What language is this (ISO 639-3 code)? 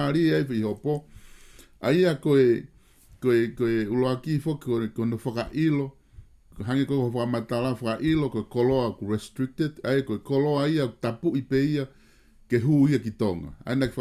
ton